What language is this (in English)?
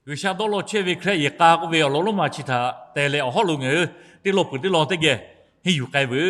Lahu